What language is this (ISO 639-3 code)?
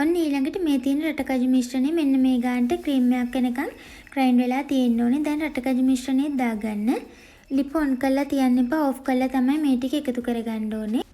sin